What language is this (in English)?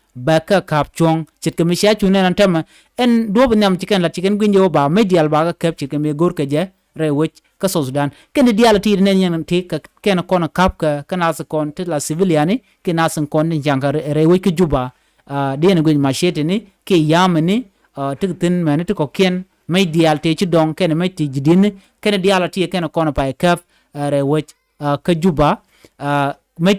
Nuer